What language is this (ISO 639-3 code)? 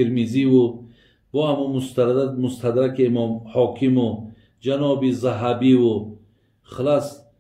tgk